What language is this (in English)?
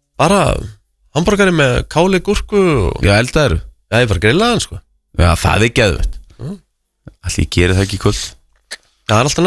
Icelandic